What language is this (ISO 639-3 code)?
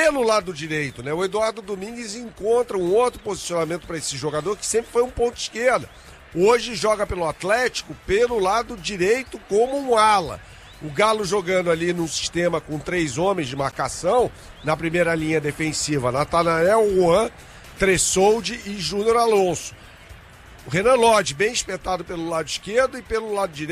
por